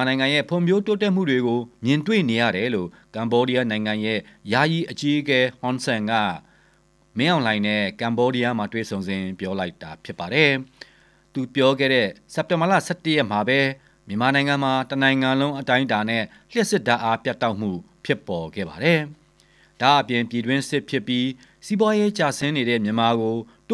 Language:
Burmese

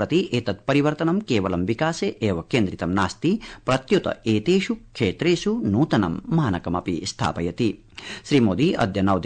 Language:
Sanskrit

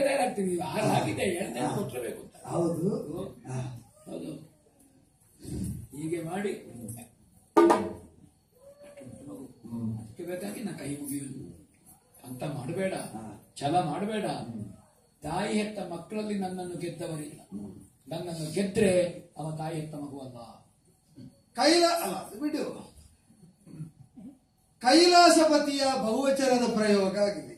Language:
Kannada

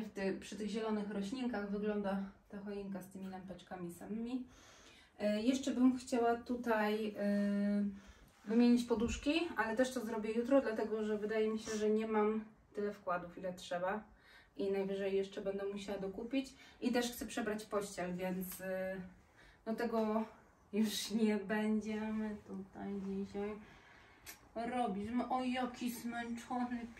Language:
Polish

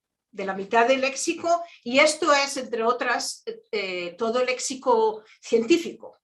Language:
Ladino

